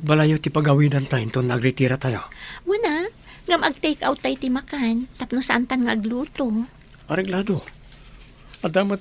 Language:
Iloko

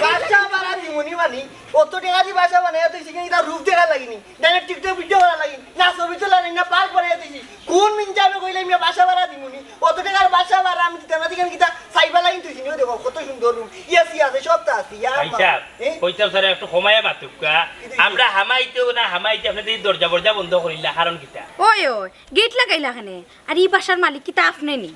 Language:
Sylheti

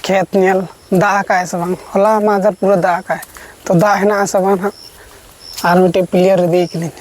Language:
Santali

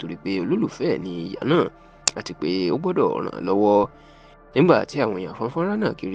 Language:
Yoruba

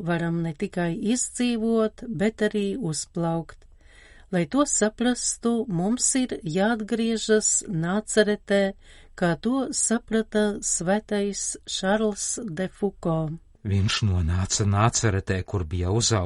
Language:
Latvian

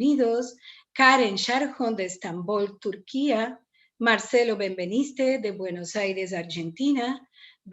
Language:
Ladino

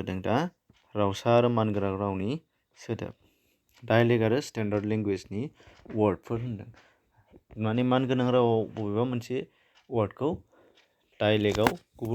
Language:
Bodo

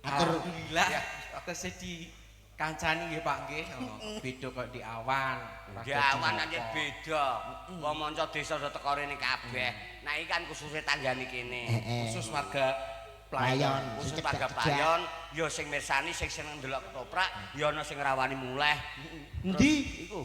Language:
Javanese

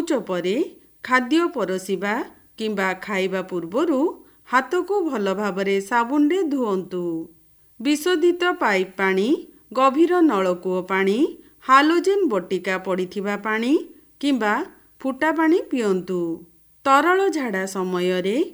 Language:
Odia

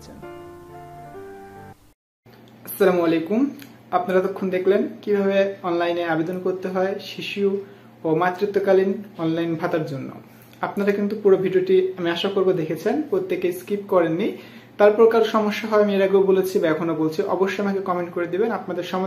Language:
Bangla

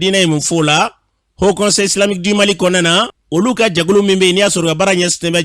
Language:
Bambara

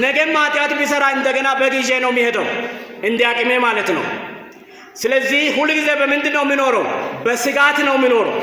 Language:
Amharic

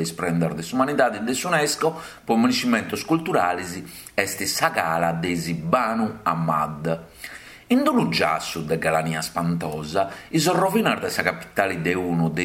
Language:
Sardinian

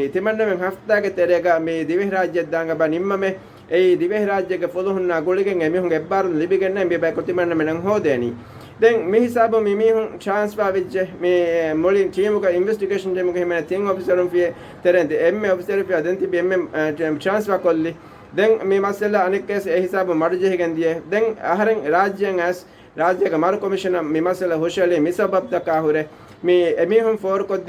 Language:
Divehi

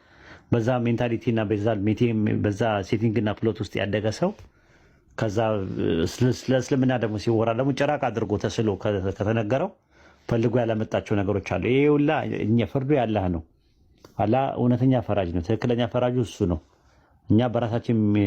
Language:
Amharic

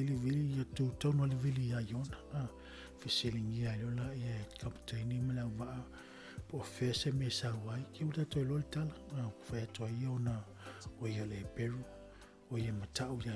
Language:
Samoan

